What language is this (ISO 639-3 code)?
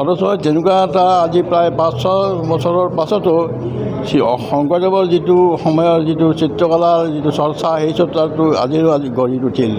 asm